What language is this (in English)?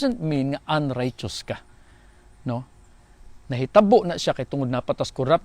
Cebuano